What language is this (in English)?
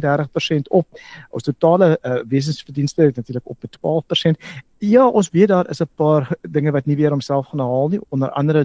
Afrikaans